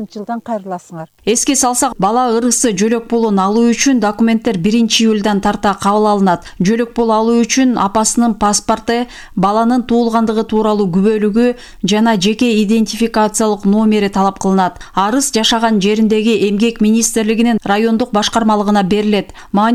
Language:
Kyrgyz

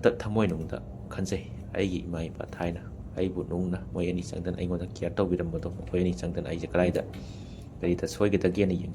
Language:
Manipuri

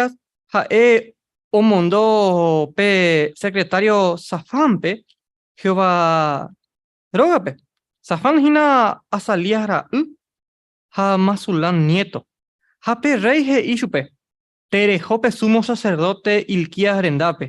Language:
Guarani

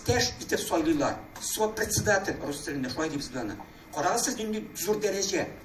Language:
Tatar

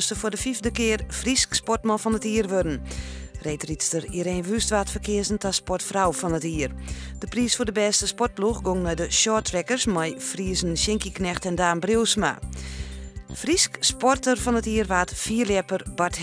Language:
Western Frisian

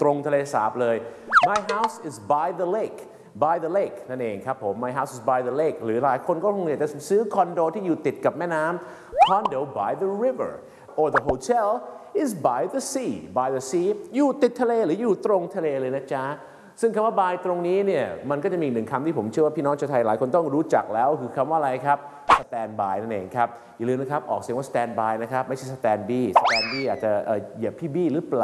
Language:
Thai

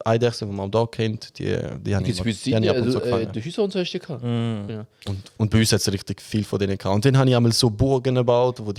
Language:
Swiss German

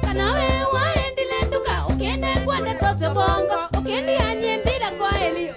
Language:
Kikuyu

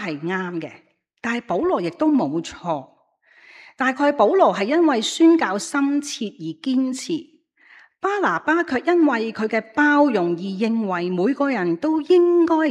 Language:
Cantonese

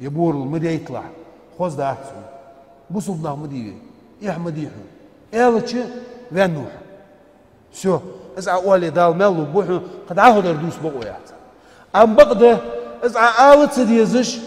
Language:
Ingush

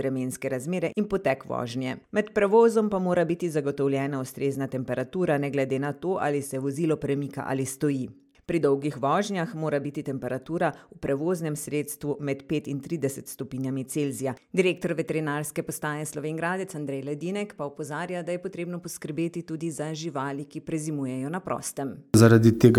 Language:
Slovenian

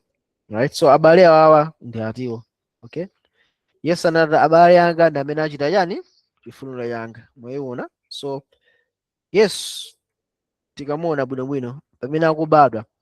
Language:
Nyanja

